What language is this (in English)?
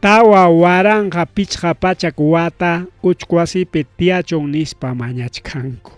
Ayacucho Quechua